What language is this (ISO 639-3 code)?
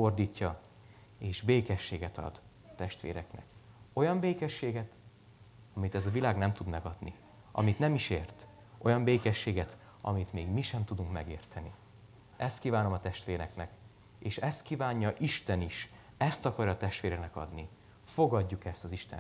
hun